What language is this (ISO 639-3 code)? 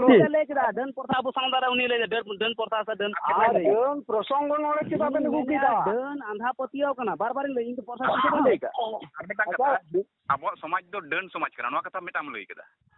sat